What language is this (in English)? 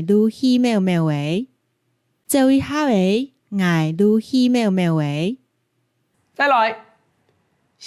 Hakka Chinese